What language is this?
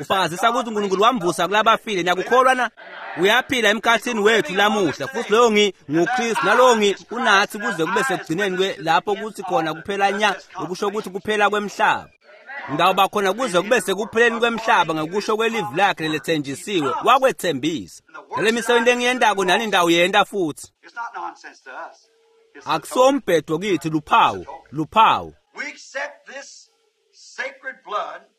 Swati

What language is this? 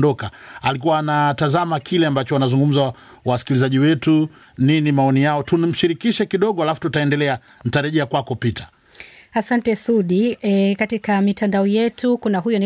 Swahili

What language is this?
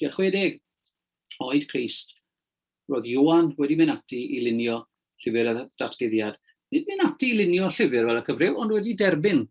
Welsh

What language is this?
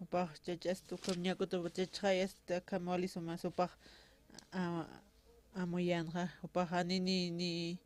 Aymara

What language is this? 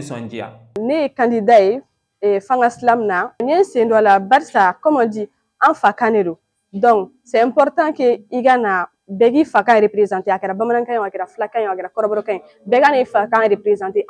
Bambara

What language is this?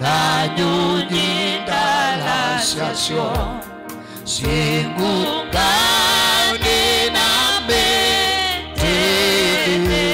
Kamba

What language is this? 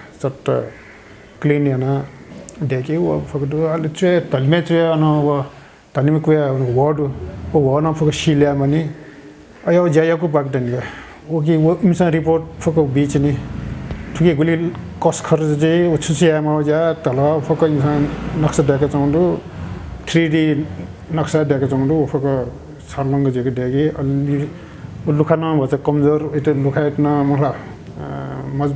Newari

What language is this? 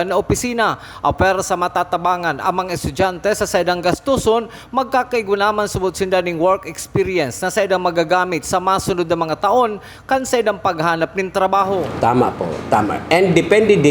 Bikol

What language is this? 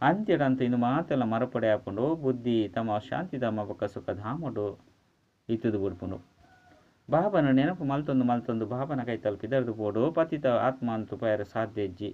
Tulu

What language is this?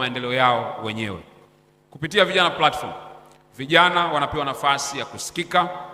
Swahili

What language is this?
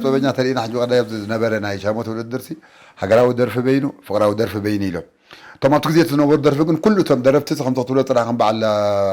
Tigrinya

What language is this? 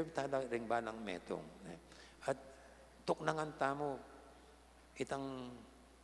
Pampanga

